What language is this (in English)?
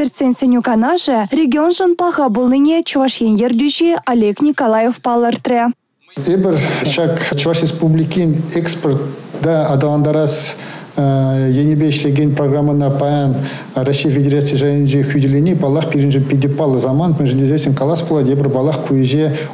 Chuvash